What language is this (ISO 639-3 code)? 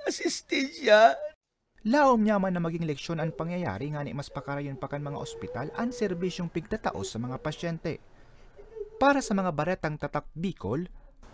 bik